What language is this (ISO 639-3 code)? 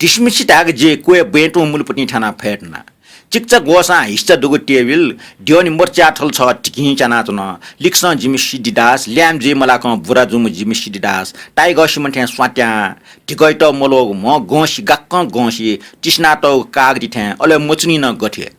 new